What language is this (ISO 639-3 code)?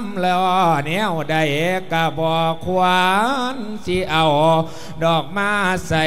lao